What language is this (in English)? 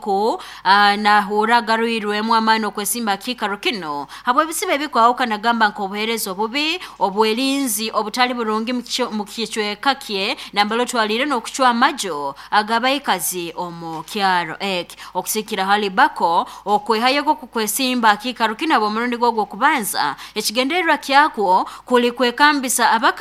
Nyoro